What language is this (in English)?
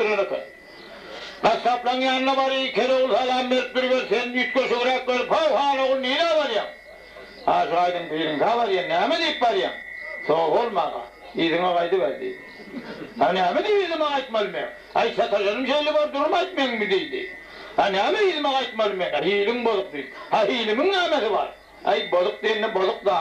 Turkmen